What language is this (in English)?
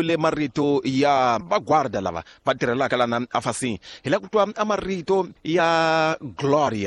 Tsonga